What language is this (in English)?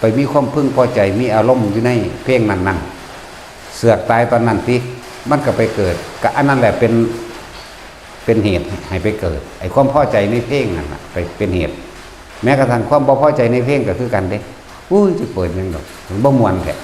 Northeastern Thai